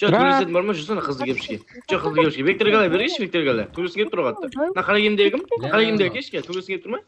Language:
Kara-Kalpak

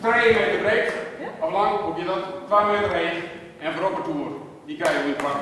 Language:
Western Frisian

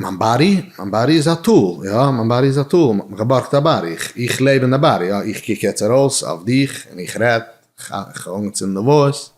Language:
Yiddish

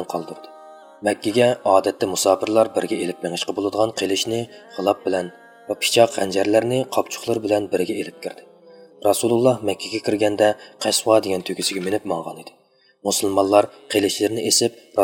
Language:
Uyghur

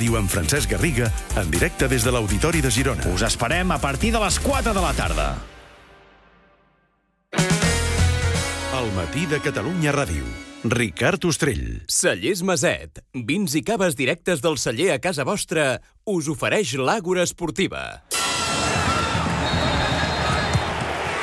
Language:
Catalan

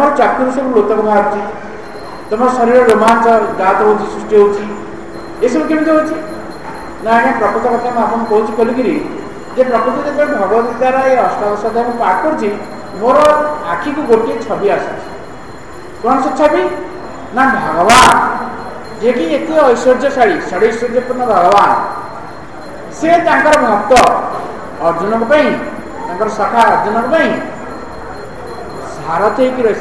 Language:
Odia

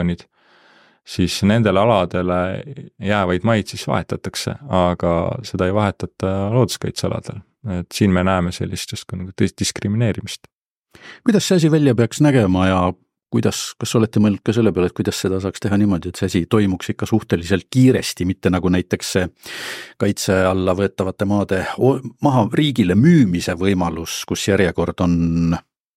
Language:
Estonian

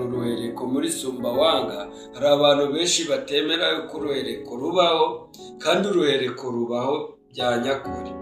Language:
Kinyarwanda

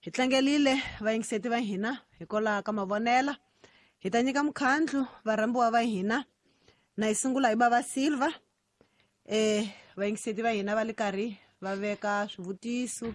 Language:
Tsonga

